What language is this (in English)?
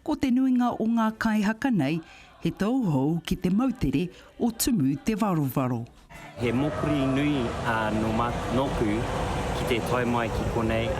Māori